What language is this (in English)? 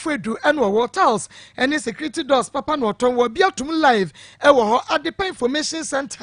Akan